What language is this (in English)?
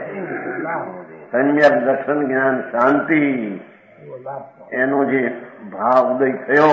Gujarati